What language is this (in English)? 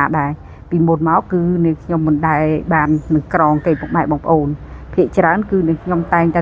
Khmer